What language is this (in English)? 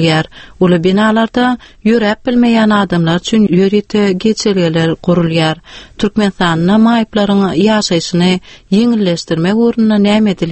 Turkmen